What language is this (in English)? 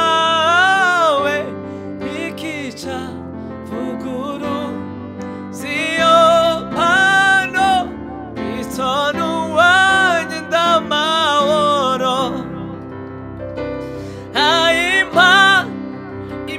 Kinyarwanda